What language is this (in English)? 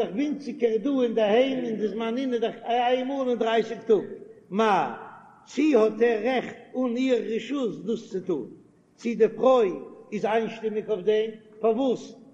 Yiddish